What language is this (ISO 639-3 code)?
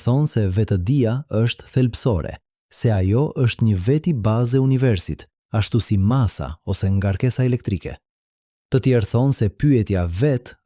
sqi